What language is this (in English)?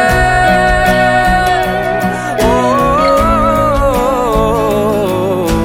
Kazakh